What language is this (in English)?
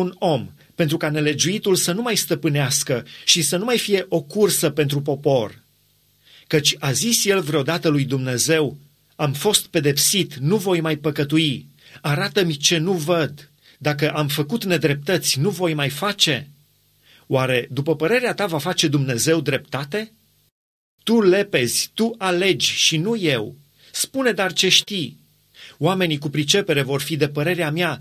Romanian